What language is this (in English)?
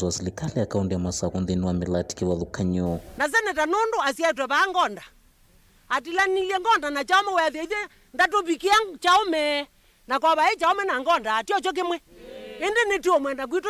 Kamba